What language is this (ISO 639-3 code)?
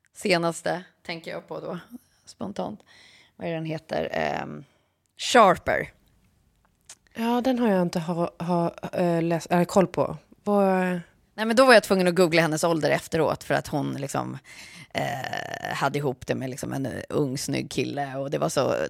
swe